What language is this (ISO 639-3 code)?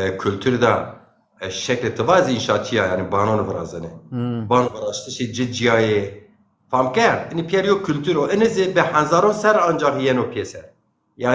zza